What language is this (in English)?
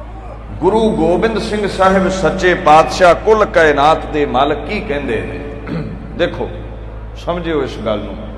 Punjabi